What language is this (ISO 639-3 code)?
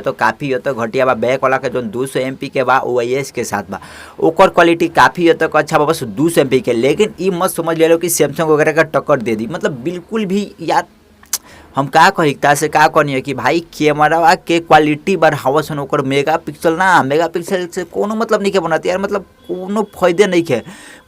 bho